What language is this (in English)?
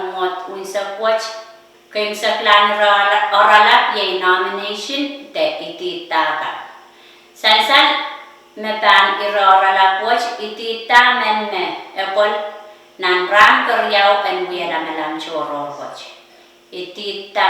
Pohnpeian